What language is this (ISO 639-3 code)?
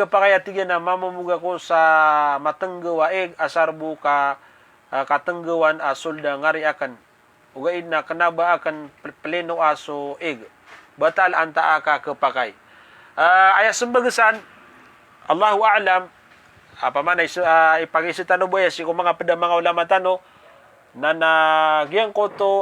mrw